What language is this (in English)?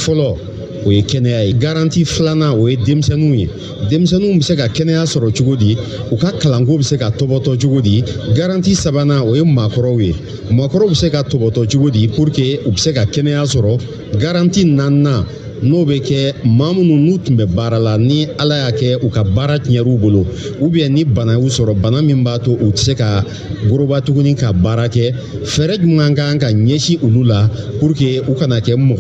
Bambara